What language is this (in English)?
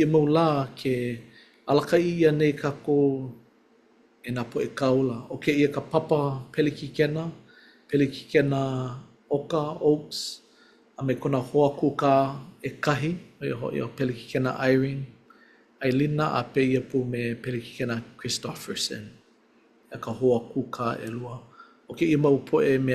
Hawaiian